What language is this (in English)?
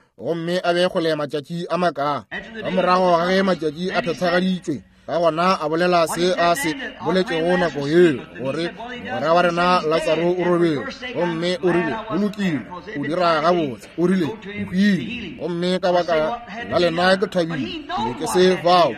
Northern Sotho